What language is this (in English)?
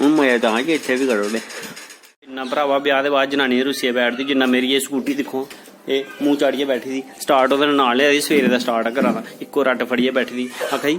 Dogri